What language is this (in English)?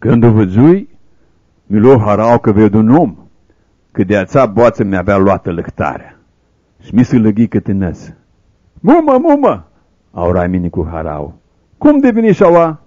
Aromanian